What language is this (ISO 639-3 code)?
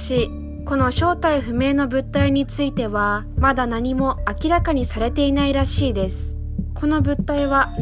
jpn